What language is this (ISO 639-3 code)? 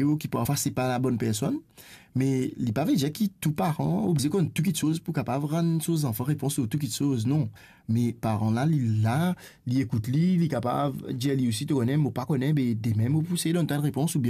mfe